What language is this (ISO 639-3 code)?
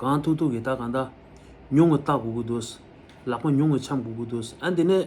bod